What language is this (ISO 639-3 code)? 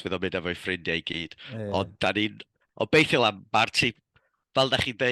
cym